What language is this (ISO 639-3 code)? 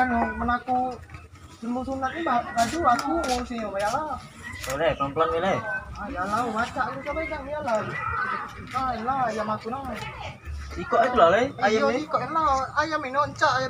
mui